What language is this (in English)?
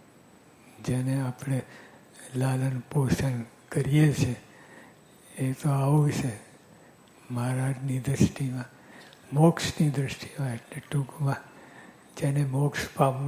Gujarati